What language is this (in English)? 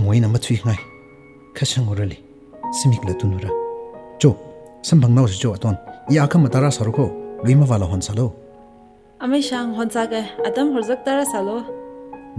Tangkhul Naga (India)